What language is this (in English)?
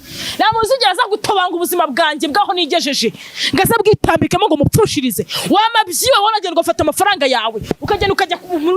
Kinyarwanda